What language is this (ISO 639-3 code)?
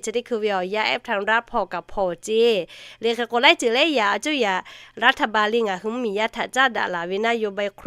lhu